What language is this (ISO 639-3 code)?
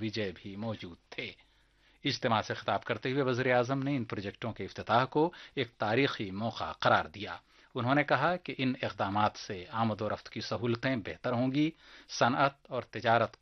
urd